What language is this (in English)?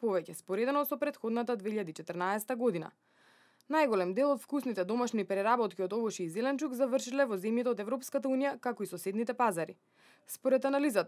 Macedonian